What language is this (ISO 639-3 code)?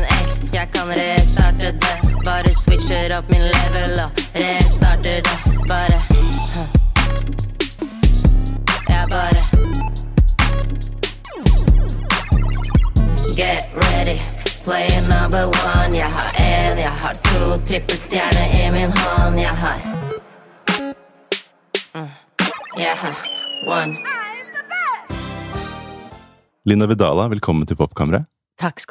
nor